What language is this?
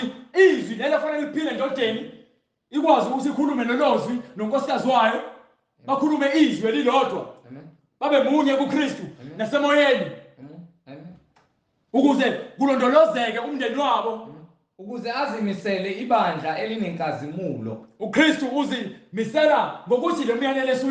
Zulu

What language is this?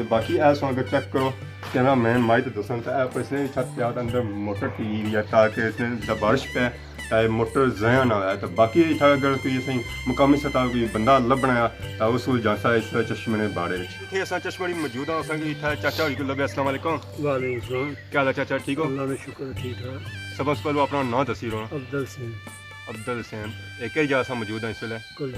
Pahari-Potwari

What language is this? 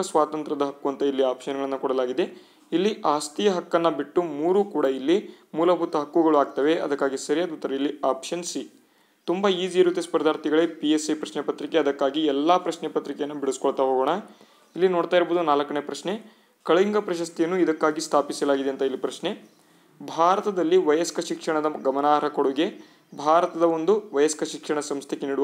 Kannada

